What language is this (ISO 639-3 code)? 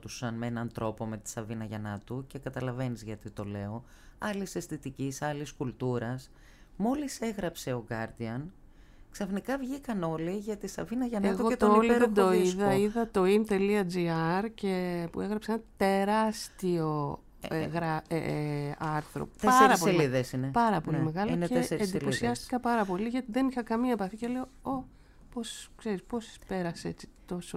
ell